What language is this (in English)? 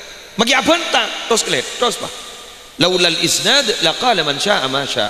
Madurese